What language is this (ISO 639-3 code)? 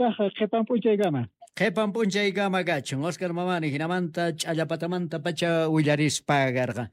quh